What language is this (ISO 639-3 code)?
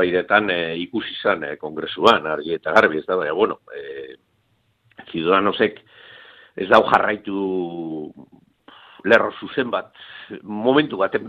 eus